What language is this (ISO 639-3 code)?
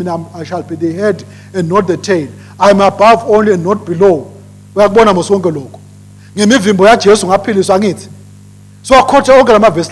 ssw